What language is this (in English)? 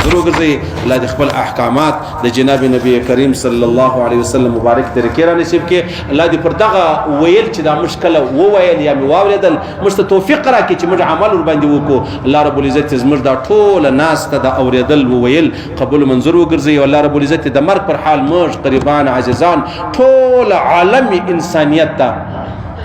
Pashto